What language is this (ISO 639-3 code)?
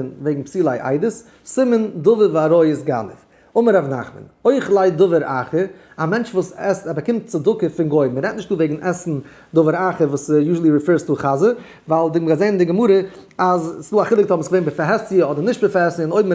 yid